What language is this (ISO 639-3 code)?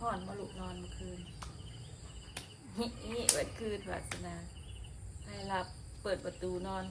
tts